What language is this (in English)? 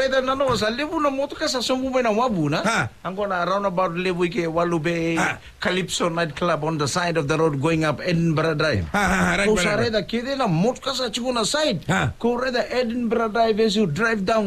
Fijian